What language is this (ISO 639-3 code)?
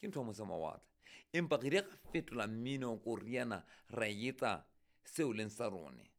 sot